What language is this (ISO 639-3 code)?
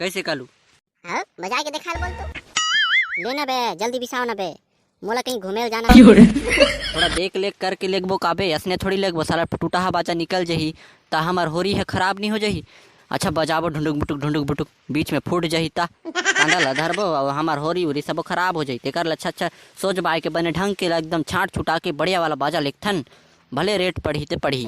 hne